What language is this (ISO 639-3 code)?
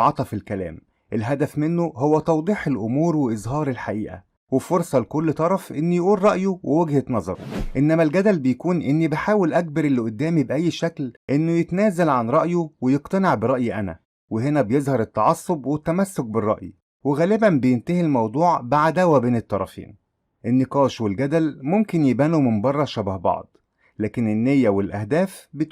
arz